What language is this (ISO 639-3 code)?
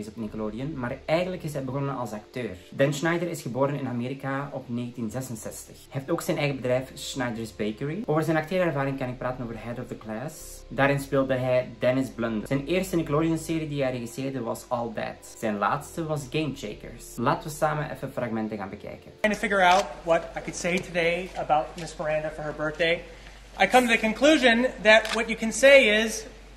nld